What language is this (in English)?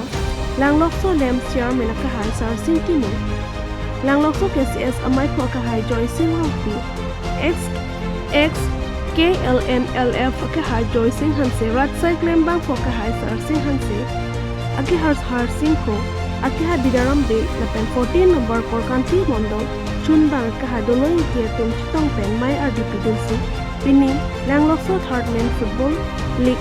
Karbi